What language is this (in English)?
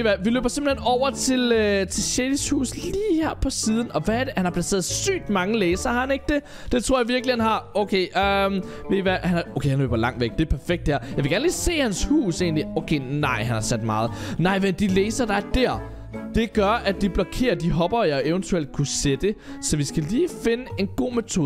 Danish